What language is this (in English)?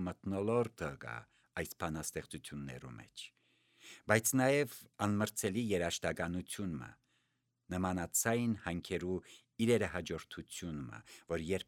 Armenian